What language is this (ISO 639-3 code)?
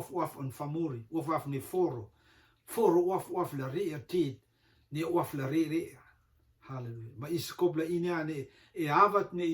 rtm